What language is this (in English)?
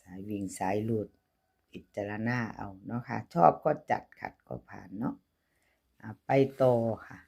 Northeastern Thai